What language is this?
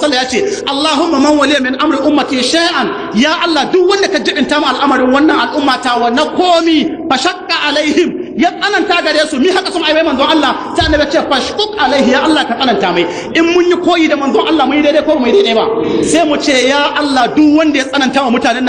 Hausa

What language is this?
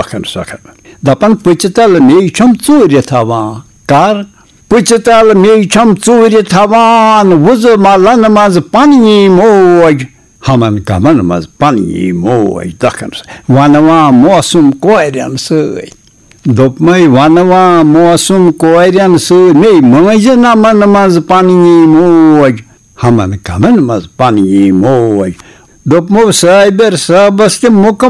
Kashmiri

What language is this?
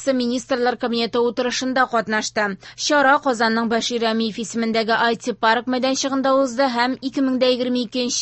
Tatar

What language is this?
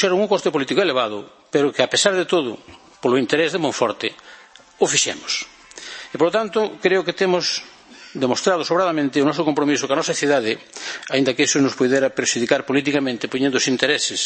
Galician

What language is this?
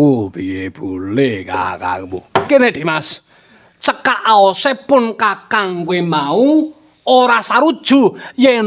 Javanese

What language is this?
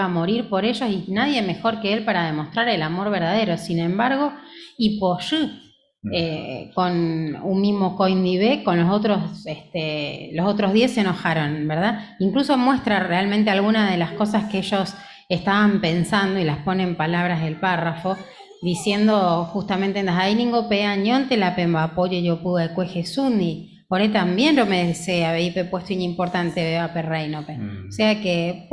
Guarani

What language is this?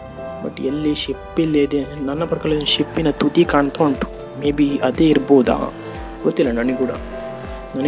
Kannada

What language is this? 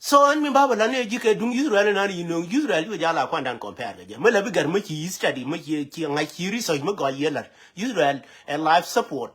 Nuer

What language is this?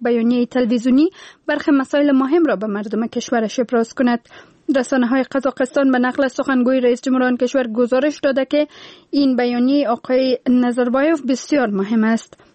Persian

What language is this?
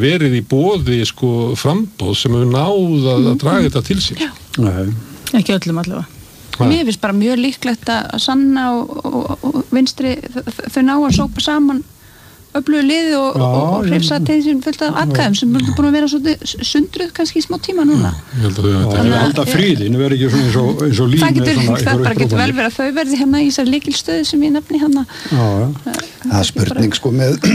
Icelandic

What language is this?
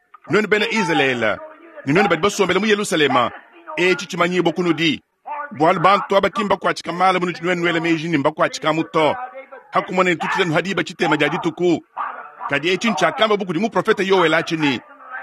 Luba-Lulua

